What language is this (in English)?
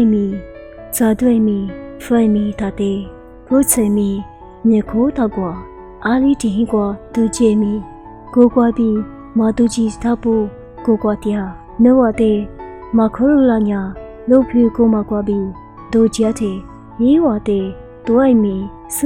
Lisu